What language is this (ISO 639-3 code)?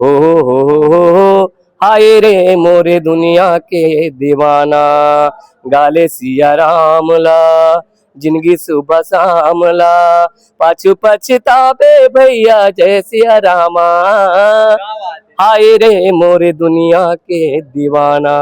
hne